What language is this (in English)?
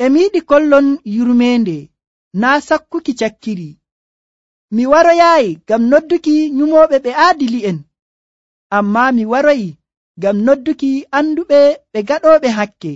Nigerian Fulfulde